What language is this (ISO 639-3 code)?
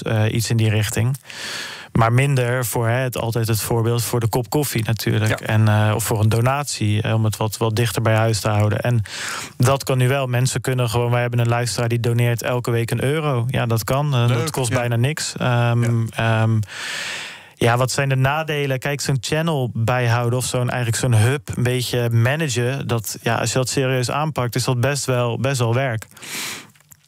nld